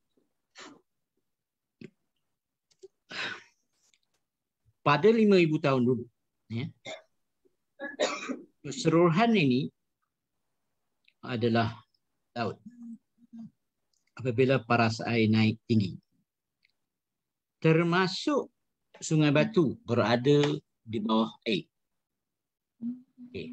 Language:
Malay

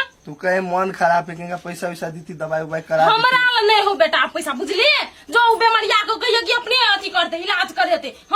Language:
Maithili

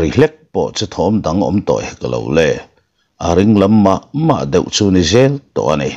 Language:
Mizo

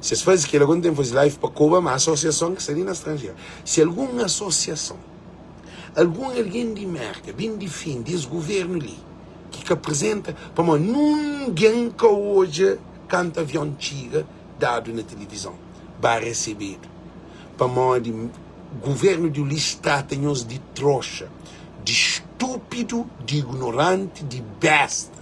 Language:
Kabuverdianu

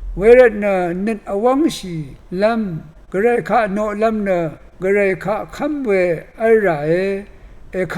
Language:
Rawang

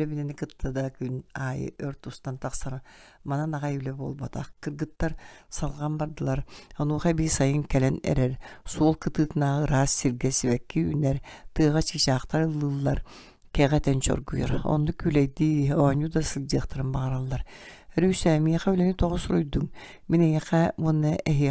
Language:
Yakut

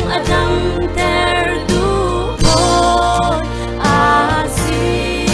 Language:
Hakha Chin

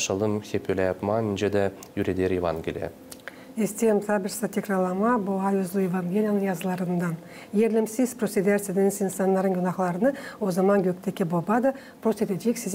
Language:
Gagauz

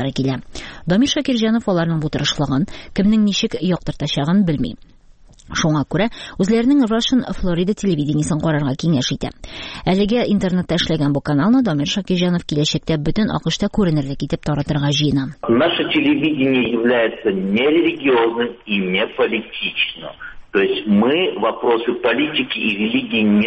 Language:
Tatar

